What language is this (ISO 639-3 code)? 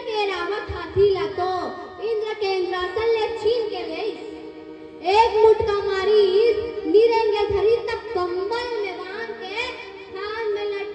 hne